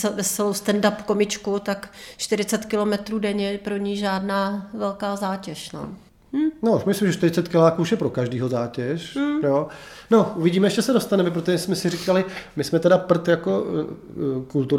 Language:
Czech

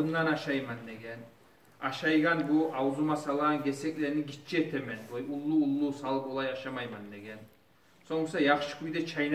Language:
Kumyk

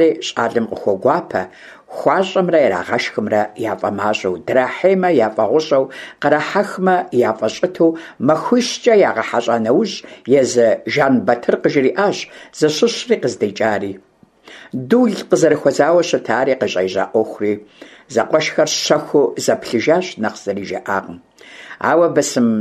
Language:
Kabardian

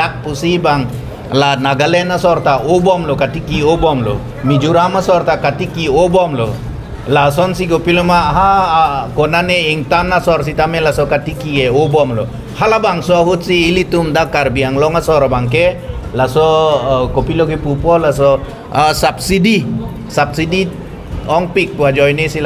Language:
Karbi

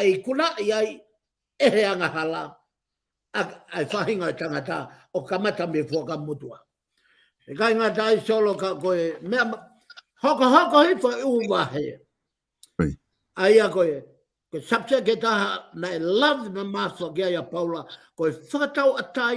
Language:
Tongan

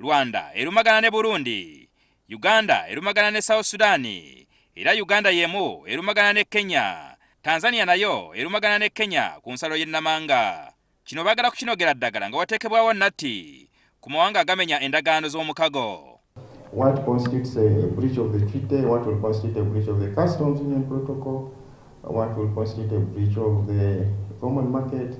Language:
Ganda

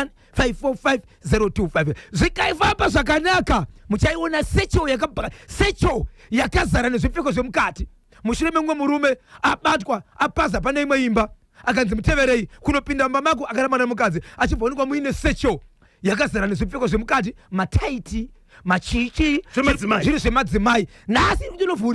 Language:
Shona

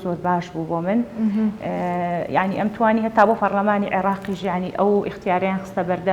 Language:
Central Kurdish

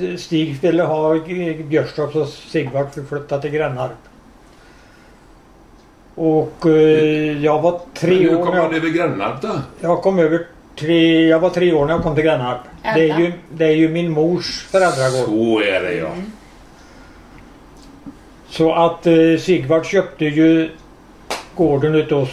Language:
Swedish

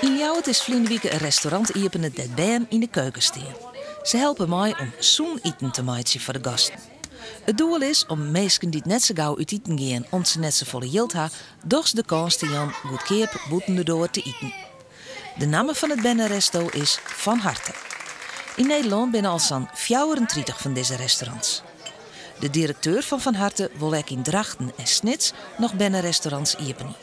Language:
Western Frisian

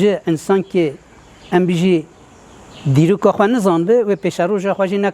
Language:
Kurdish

